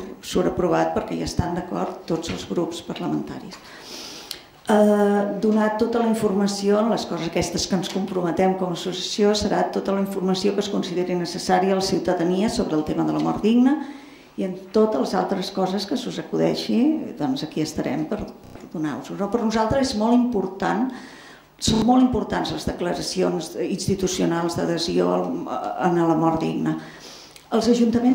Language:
Catalan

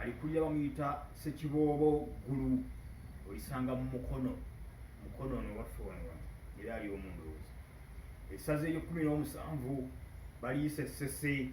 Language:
Ganda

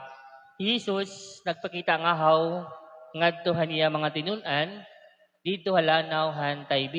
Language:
Waray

